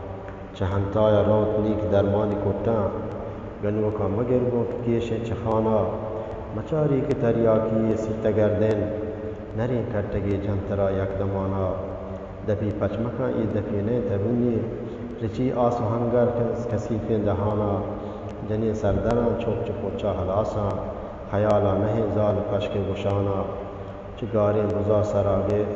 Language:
Eastern Balochi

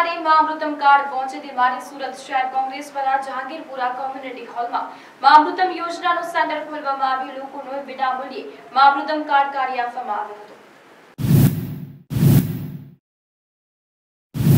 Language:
Gujarati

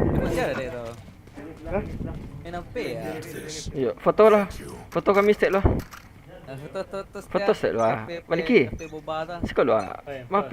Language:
Minangkabau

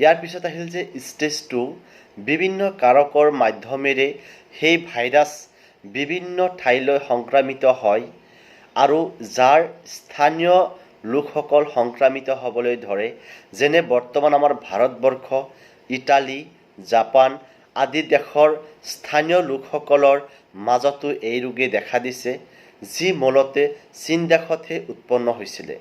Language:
Assamese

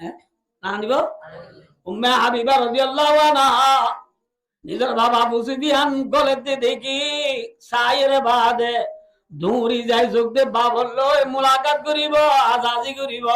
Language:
Rohingya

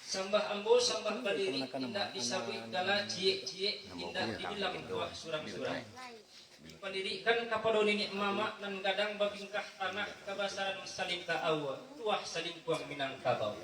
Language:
Minangkabau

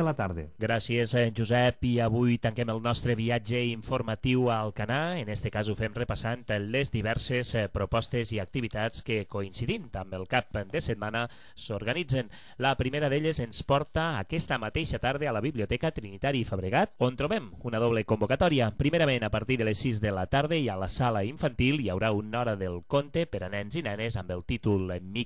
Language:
Catalan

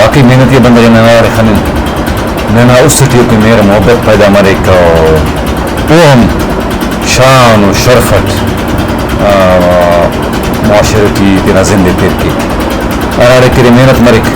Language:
Brahui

